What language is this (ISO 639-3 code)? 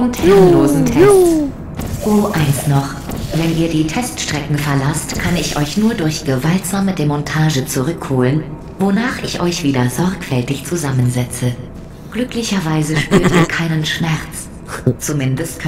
gsw